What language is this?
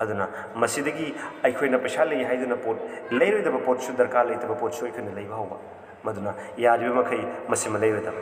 Manipuri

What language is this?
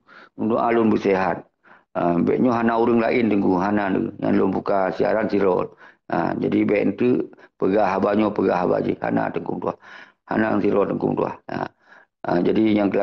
Achinese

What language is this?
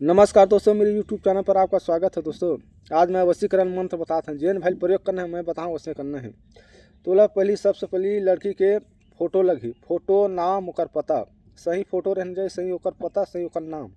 Chhattisgarhi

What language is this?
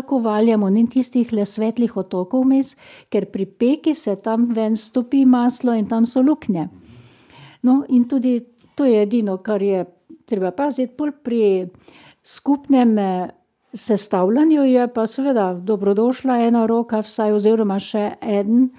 Slovenian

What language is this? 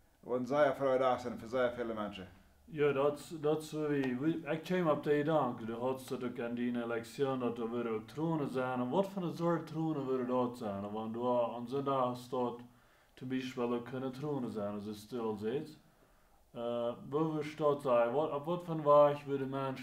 Plautdietsch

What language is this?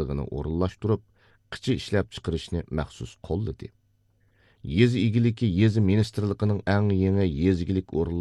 Uyghur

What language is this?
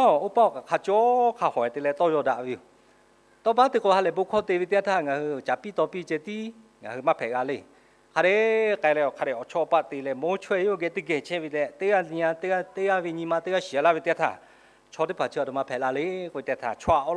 Lahu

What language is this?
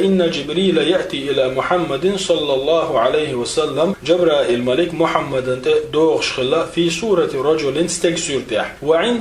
Chechen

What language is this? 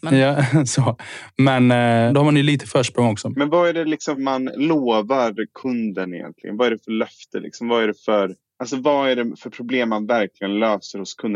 Swedish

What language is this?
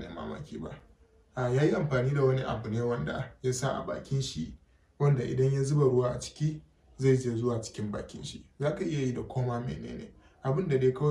Hausa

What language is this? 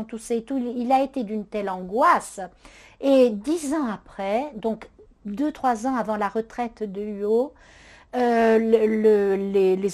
French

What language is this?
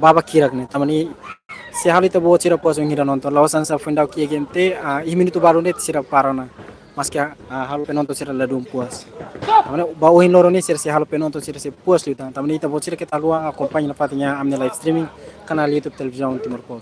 Tetum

